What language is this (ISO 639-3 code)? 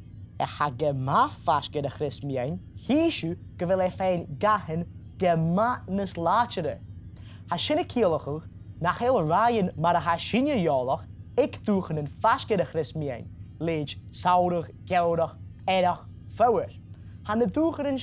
gla